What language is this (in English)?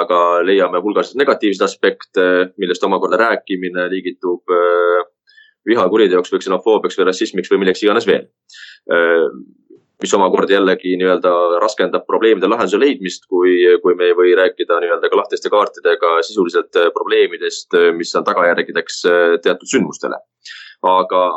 Estonian